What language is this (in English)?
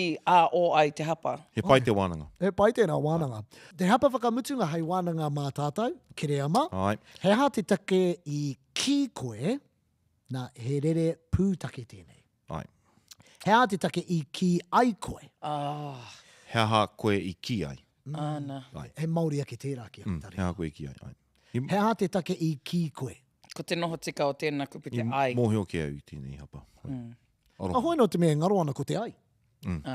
Māori